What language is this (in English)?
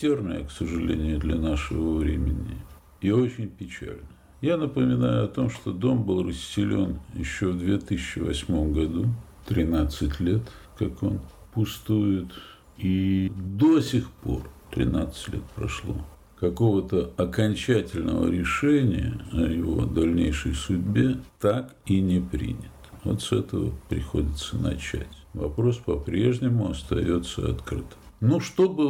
Russian